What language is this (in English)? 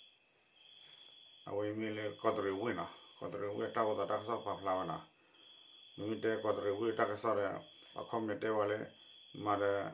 S'gaw Karen